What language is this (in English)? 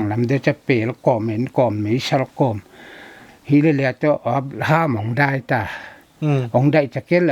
Paite Chin